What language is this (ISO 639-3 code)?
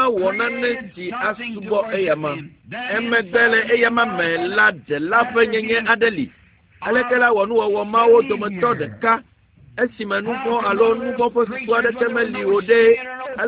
ewe